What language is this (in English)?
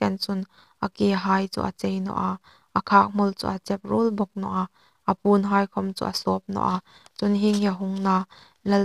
Hmar